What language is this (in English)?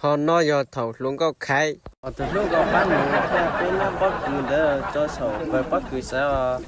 Hmong